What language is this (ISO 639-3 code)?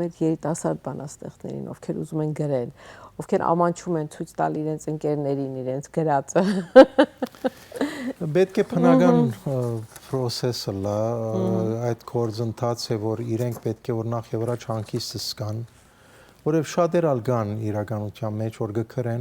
hyw